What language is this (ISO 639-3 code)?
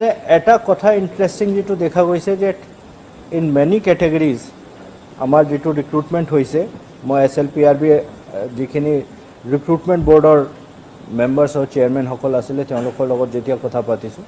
asm